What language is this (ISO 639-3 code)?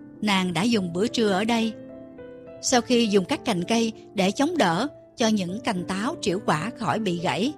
vie